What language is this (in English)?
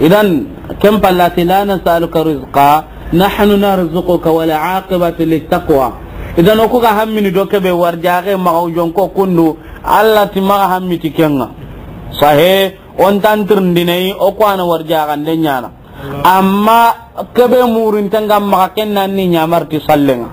Soninke